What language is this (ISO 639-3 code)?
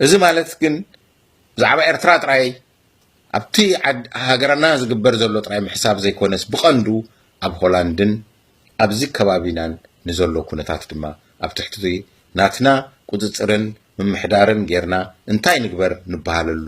tir